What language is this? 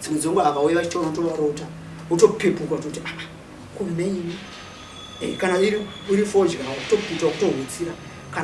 Shona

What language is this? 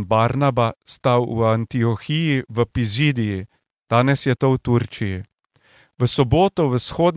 Slovenian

